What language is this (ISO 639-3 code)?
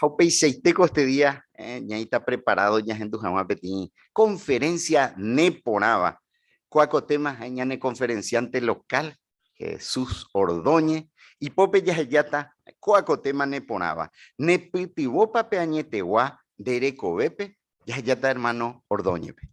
grn